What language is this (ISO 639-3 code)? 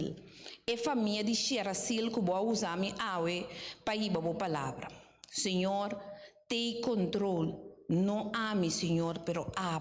pap